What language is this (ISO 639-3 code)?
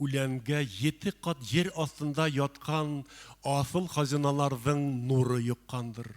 bak